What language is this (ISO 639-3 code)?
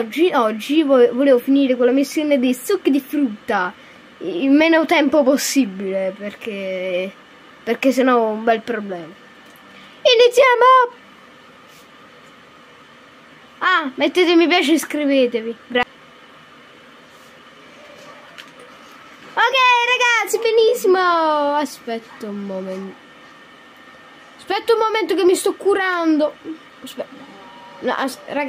ita